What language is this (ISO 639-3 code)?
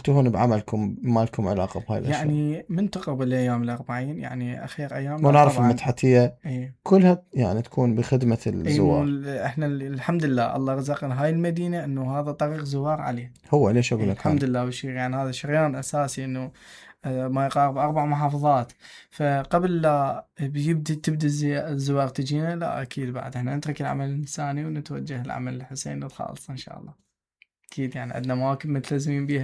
acm